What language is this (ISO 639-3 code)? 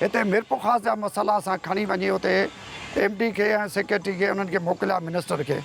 snd